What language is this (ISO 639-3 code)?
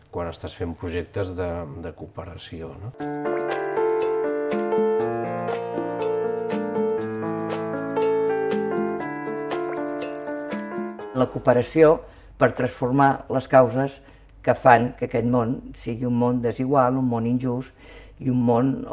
cat